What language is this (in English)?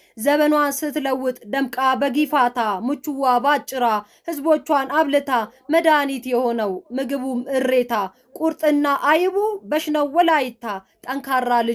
Amharic